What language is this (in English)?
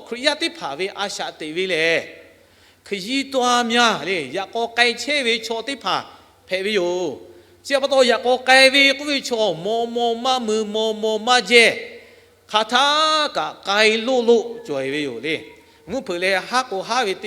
Lahu